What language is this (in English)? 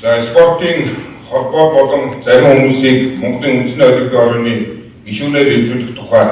Mongolian